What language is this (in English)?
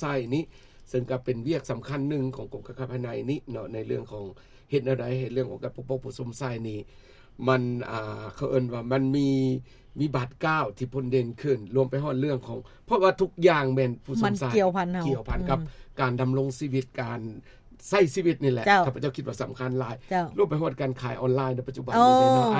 Lao